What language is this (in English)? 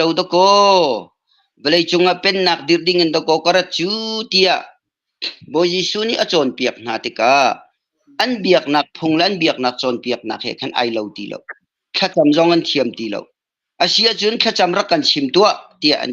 Hakha Chin